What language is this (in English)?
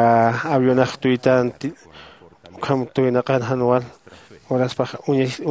Aymara